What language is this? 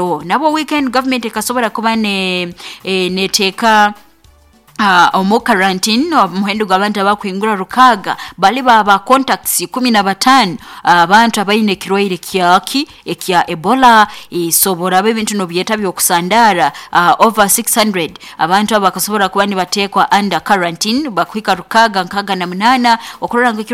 Nyoro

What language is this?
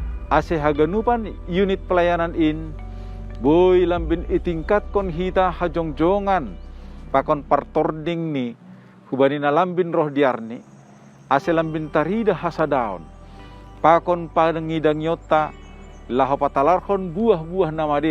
Batak Simalungun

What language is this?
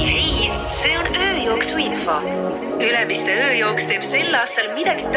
Estonian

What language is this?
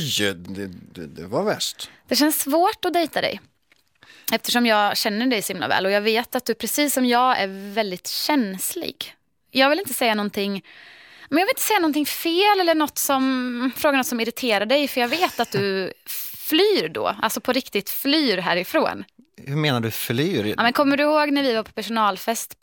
Swedish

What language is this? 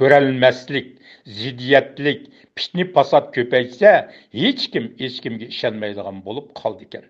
Uyghur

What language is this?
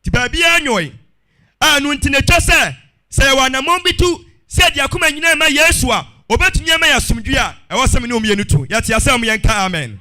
Akan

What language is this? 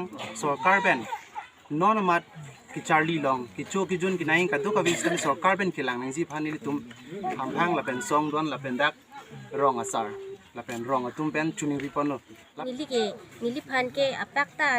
Karbi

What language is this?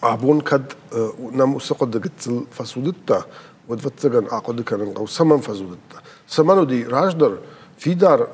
Ossetic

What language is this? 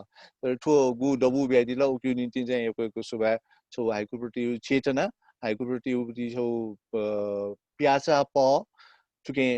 Newari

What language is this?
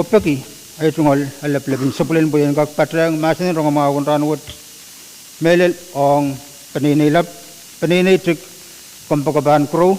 Pohnpeian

